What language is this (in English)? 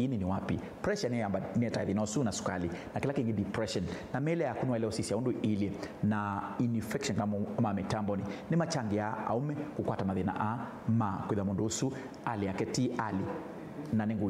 Kamba